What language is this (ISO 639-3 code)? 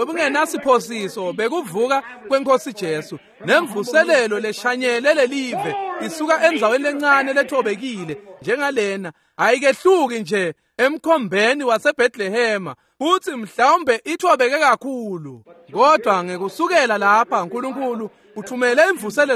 ssw